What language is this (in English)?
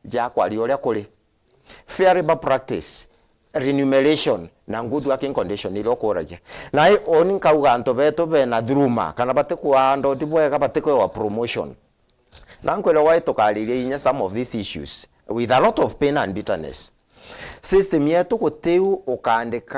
Meru